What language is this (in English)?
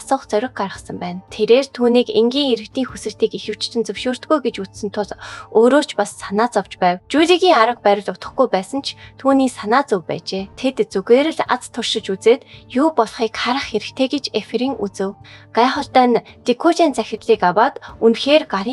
Mongolian